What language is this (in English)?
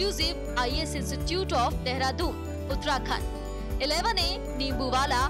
Hindi